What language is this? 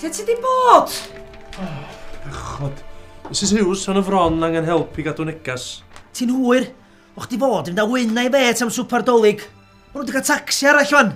Welsh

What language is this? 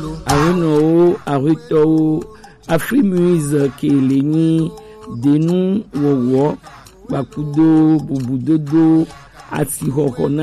Gen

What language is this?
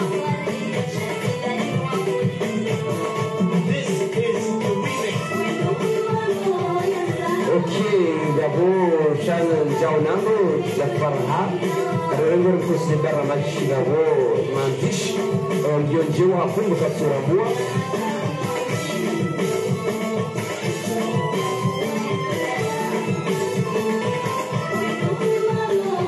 Swahili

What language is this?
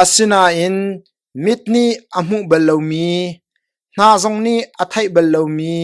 Hakha Chin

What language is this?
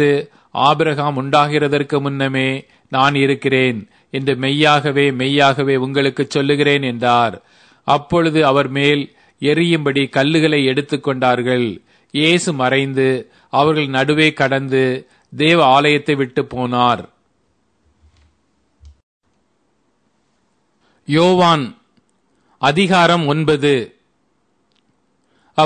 Tamil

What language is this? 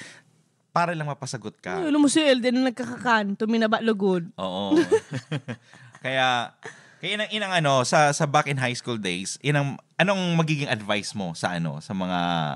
Bikol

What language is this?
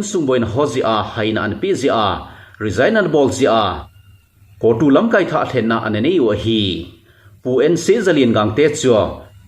Thado Chin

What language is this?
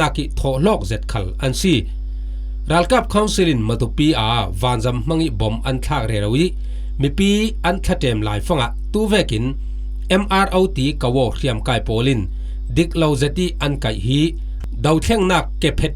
Falam Chin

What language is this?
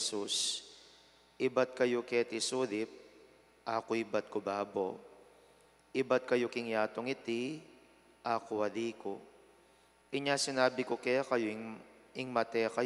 Pampanga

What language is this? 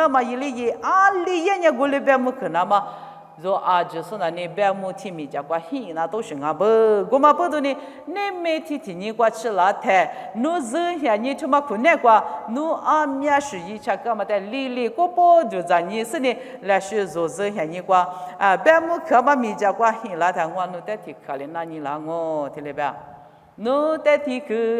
Lisu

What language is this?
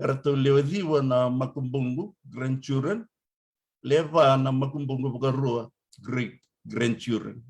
Fijian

